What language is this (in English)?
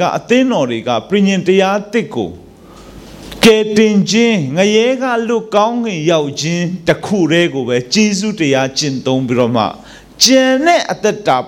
Burmese